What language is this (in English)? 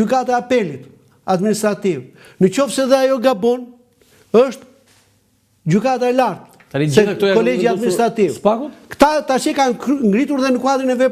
Albanian